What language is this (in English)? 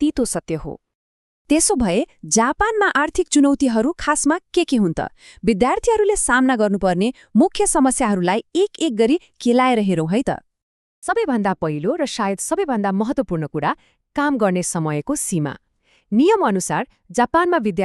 Nepali